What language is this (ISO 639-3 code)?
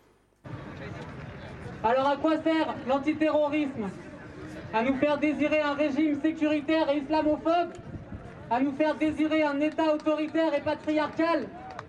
fra